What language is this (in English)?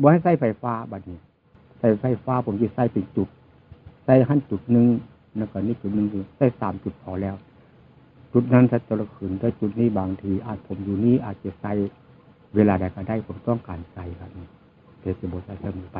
Northeastern Thai